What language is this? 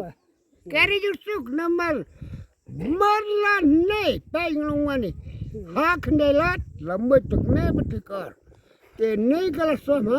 Khasi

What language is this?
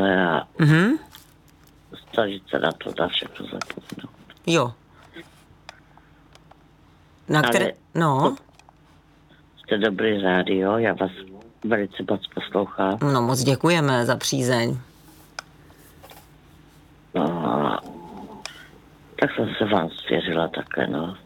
Czech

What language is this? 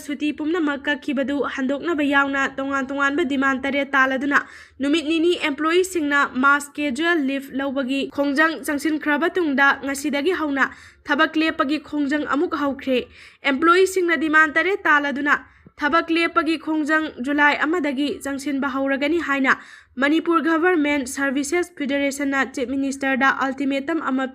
Manipuri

